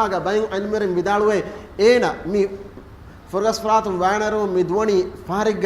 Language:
Divehi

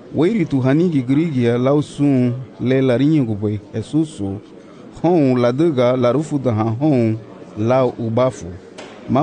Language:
Garifuna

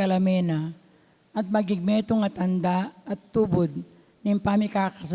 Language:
Pampanga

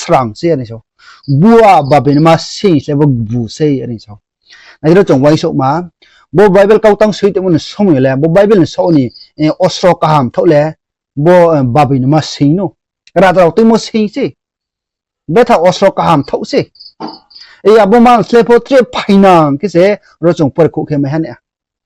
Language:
Riang (India)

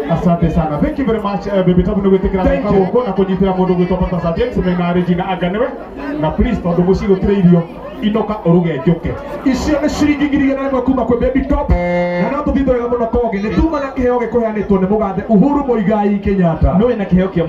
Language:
Kikuyu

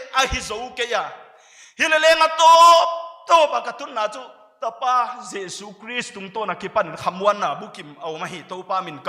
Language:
Paite Chin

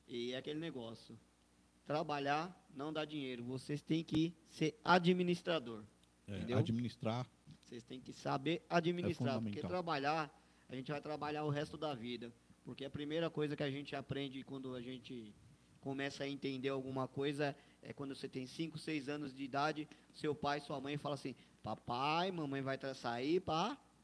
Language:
Portuguese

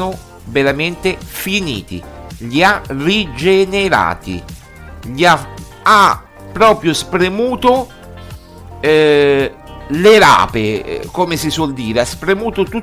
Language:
Italian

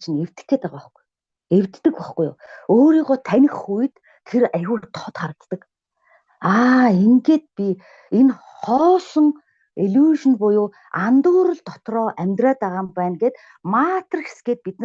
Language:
Mongolian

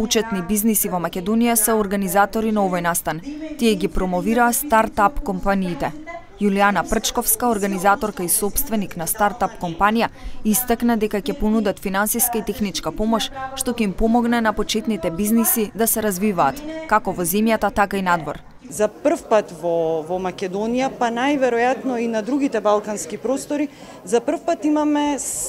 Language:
Macedonian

